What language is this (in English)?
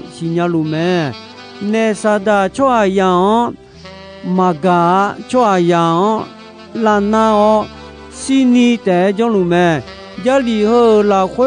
Akha